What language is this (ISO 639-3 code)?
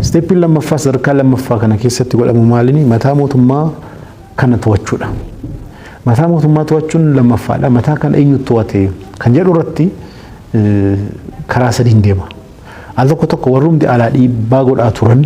orm